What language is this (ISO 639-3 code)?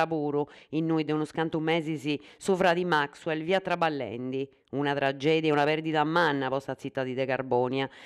srd